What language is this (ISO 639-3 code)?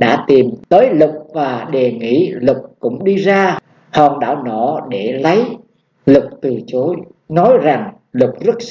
vie